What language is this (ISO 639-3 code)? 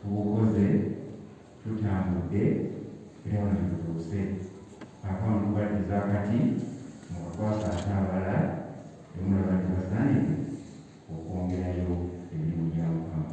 lug